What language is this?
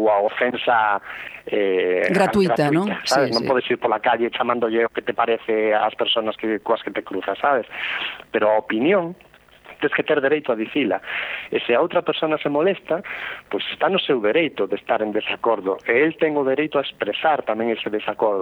Galician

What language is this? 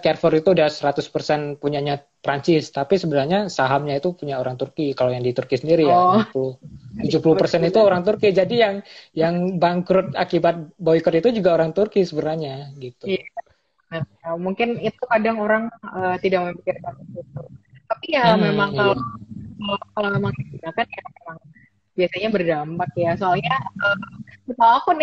Indonesian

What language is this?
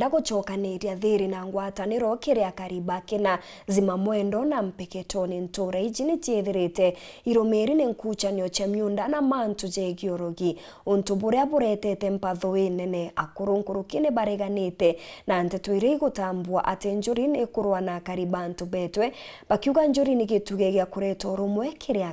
Meru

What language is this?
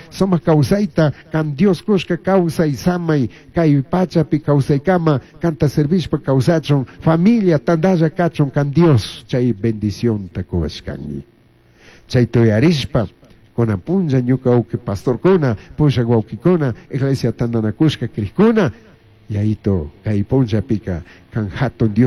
Chimborazo Highland Quichua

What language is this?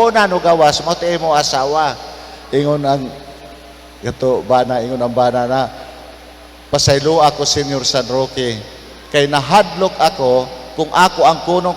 Cebuano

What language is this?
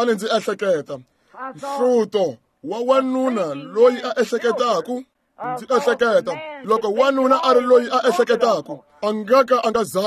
Tsonga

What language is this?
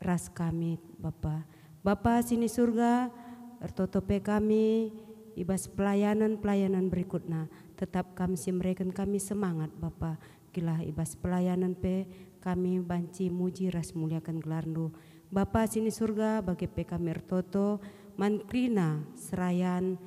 Batak Karo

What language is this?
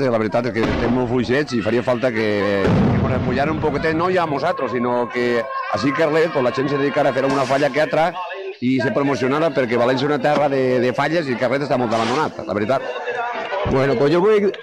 Catalan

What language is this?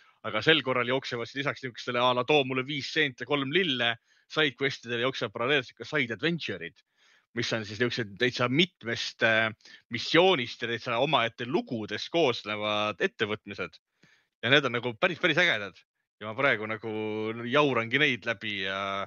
Estonian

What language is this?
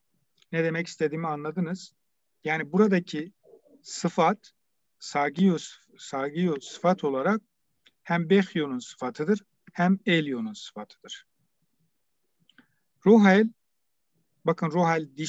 Turkish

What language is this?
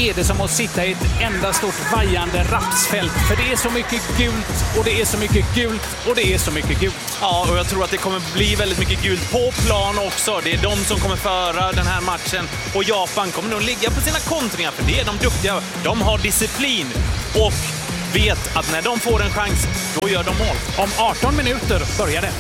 Swedish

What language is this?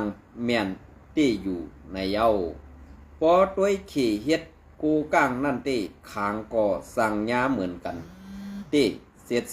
Shan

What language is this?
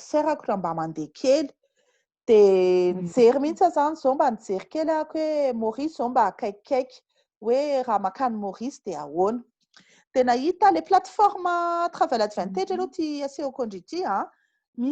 Malagasy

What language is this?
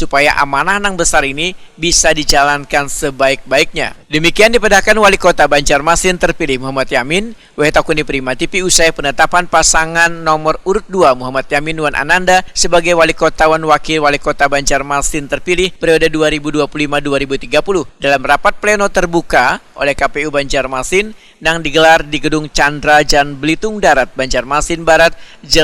Banjar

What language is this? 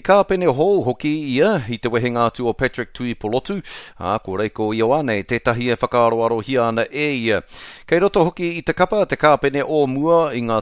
Māori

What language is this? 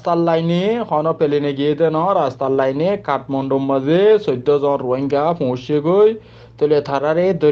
Rohingya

